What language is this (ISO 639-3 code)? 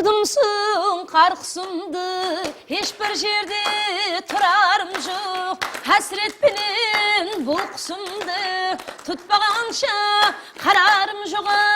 kaa